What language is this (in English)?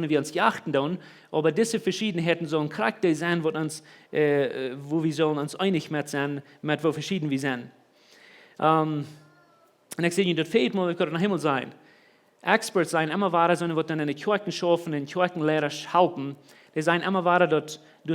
Plautdietsch